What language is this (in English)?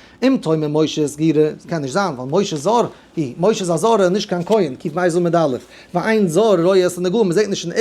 Yiddish